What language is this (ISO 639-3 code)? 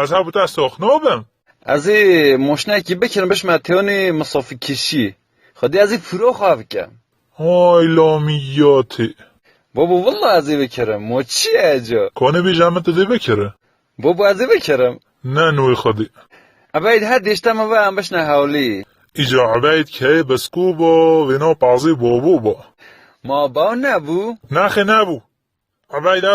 kur